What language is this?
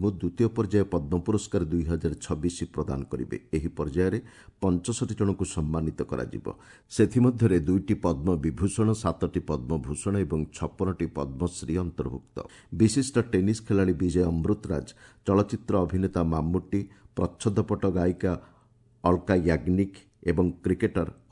Odia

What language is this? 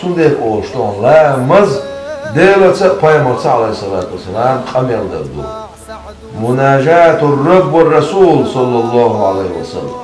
Chechen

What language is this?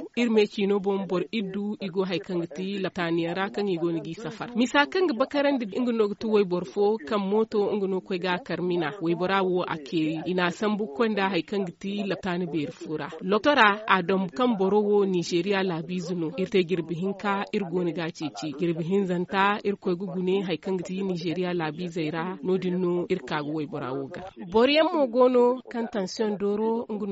Zarma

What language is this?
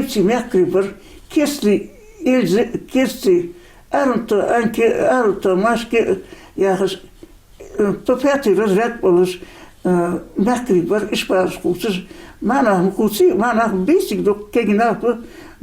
Ingush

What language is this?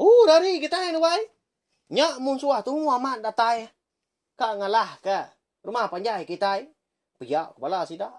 Iban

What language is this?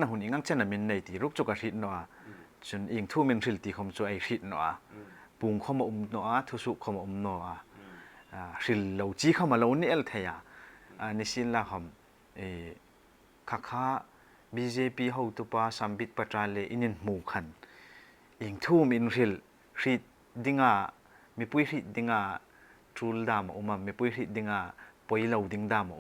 Hmar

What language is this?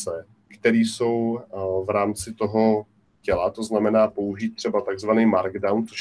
Czech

